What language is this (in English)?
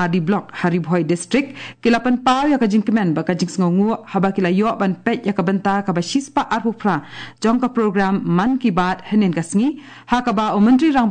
Khasi